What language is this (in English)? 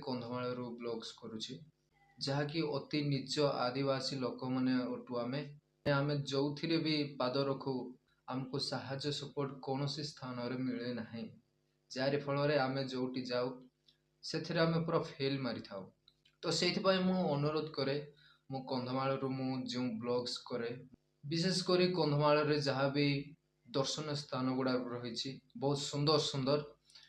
Odia